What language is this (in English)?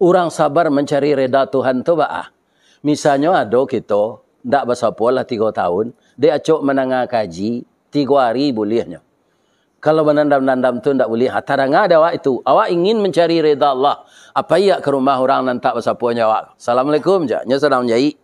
Minangkabau